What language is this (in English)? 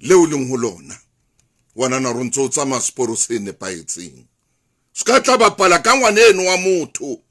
Southern Sotho